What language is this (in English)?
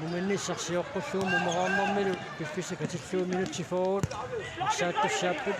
Kalaallisut